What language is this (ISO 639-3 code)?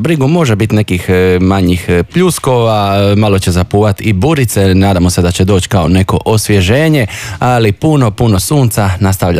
hrv